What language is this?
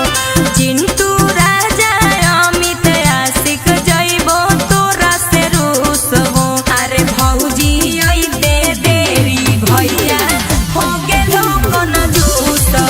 Magahi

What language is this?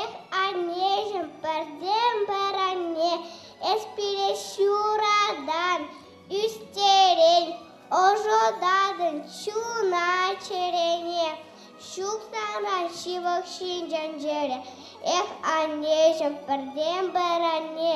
Chuvash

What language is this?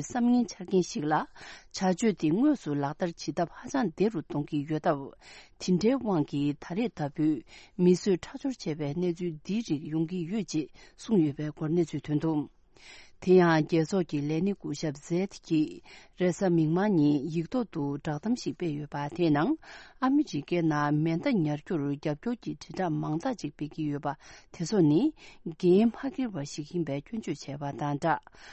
Tibetan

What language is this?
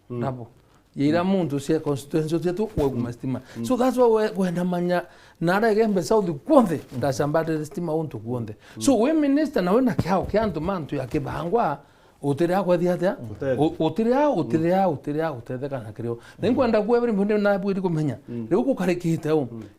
Meru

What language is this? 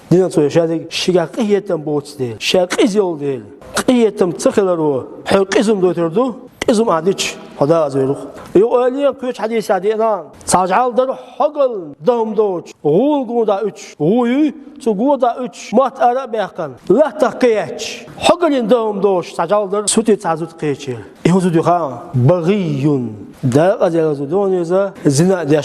Chechen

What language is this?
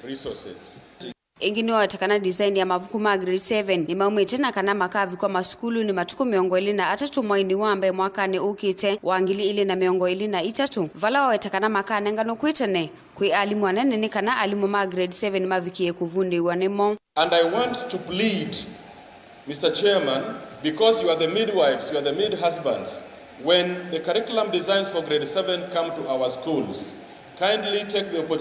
Kamba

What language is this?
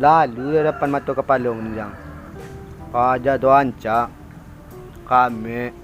Minangkabau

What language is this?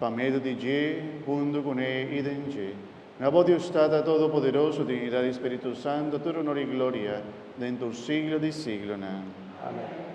Papiamento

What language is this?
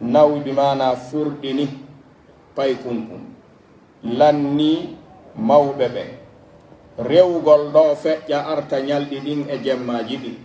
Pular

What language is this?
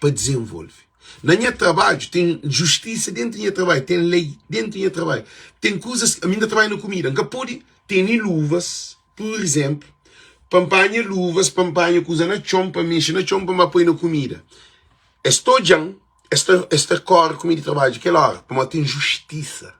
Kabuverdianu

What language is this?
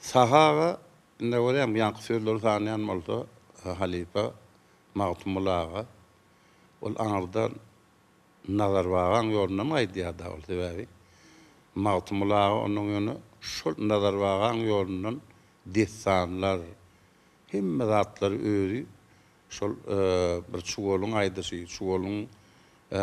Turkmen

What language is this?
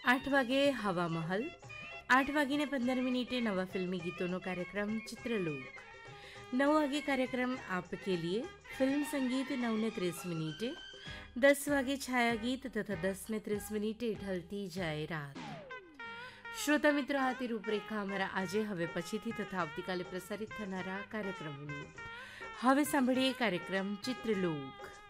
Gujarati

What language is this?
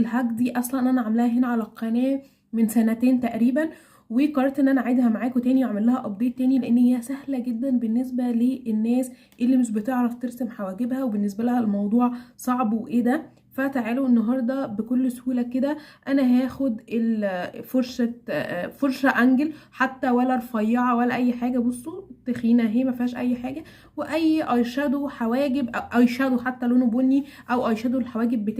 Egyptian Arabic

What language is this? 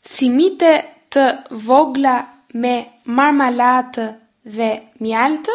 Albanian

